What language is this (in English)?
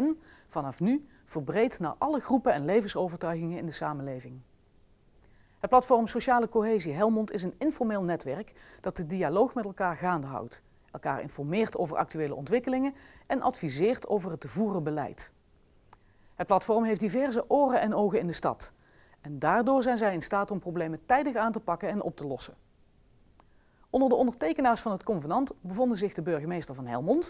Dutch